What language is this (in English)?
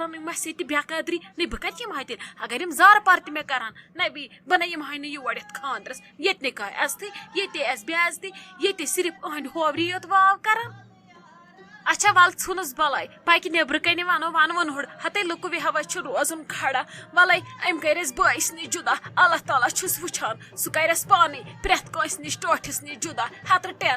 Kashmiri